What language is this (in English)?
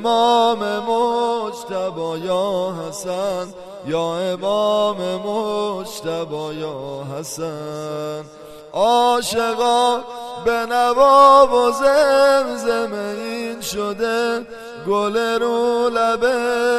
Persian